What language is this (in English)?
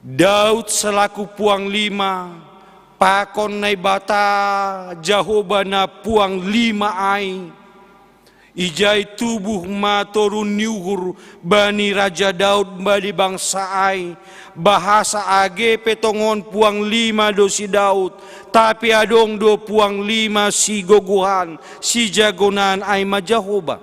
Batak Simalungun